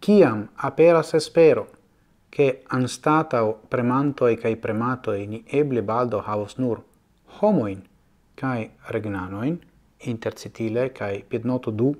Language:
Esperanto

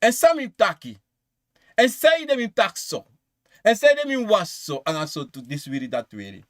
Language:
Sranan Tongo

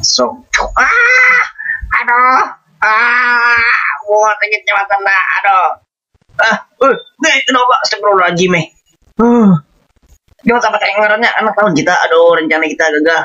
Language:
Banjar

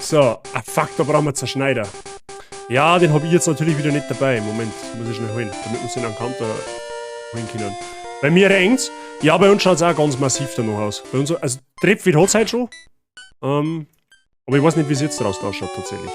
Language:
Bavarian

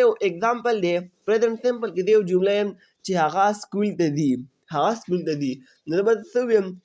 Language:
Pashto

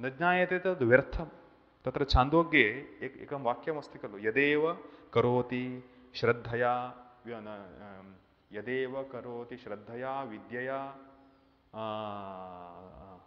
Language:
Sanskrit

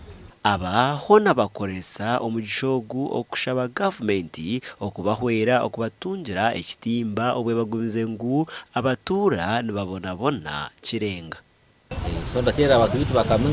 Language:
Nyankole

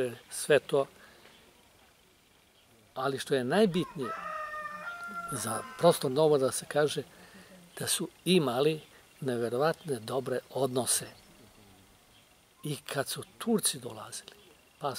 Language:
Serbian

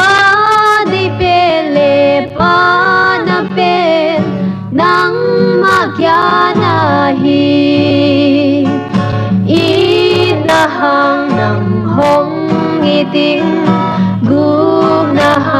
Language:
Paite Chin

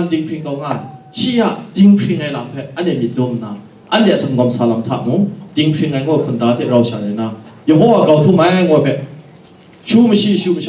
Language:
Kachin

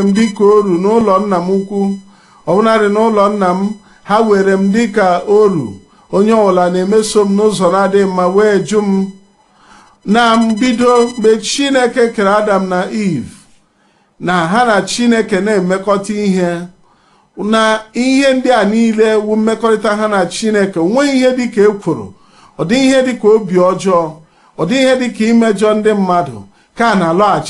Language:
Igbo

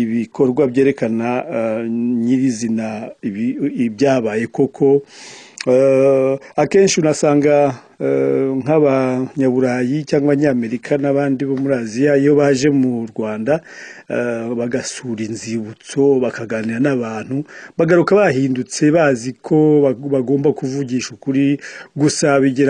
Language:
Kinyarwanda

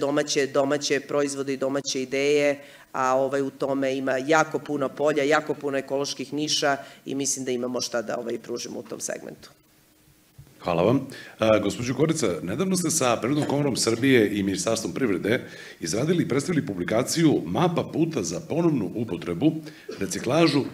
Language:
Serbian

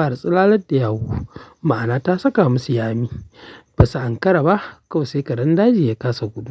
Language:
Hausa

